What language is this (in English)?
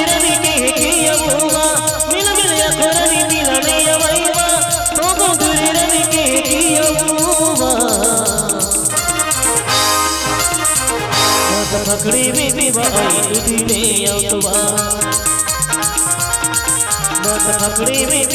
Bhojpuri